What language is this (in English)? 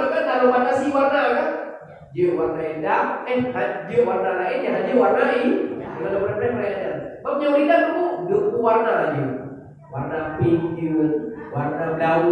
Achinese